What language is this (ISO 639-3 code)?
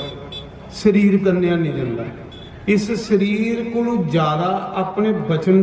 doi